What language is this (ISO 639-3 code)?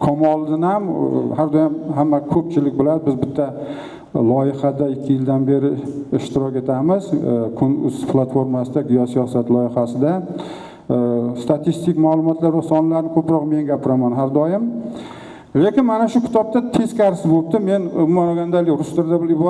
uzb